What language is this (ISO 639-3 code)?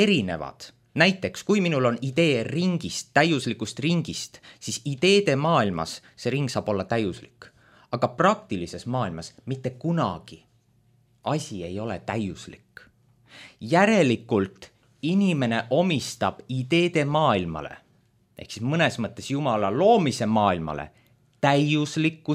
est